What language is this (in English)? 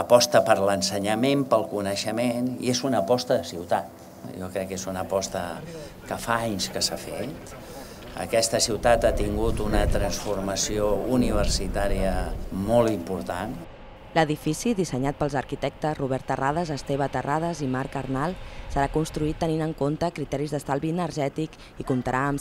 Catalan